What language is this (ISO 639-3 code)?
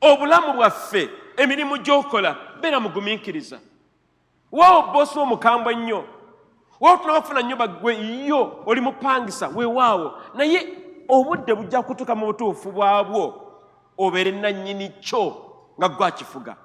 lug